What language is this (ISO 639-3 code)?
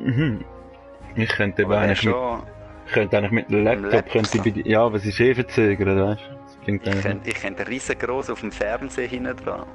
gsw